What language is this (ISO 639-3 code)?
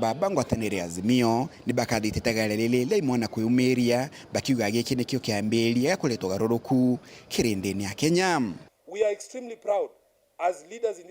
mer